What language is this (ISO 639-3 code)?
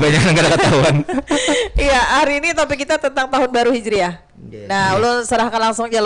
bjn